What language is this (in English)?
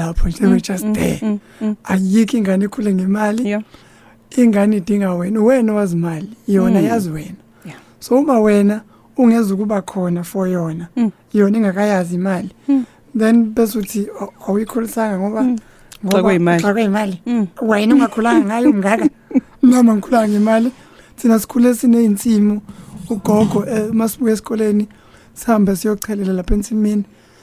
Zulu